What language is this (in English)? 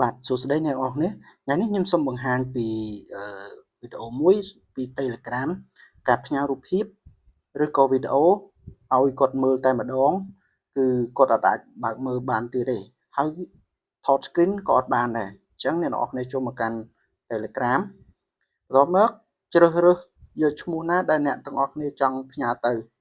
Khmer